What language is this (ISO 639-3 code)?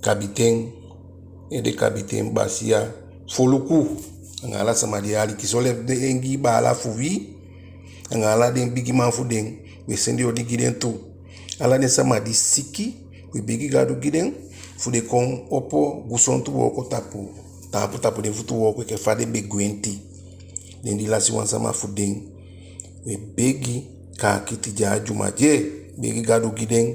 djk